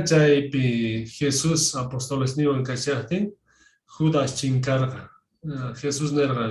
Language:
Quechua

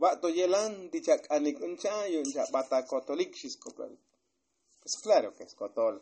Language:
Tzotzil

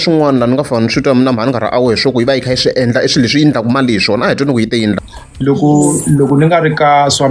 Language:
Tsonga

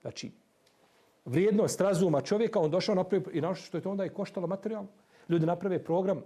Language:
Bosnian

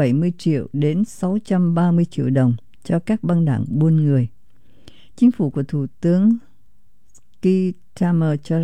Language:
Vietnamese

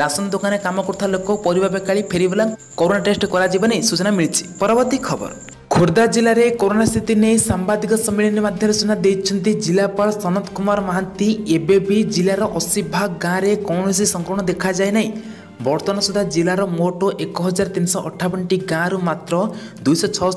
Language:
Odia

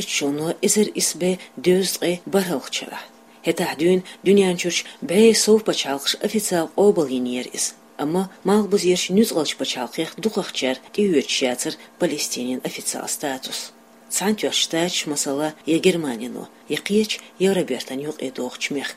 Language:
Chechen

